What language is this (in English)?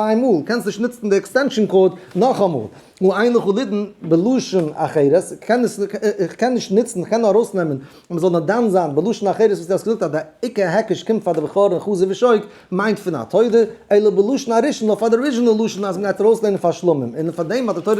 Yiddish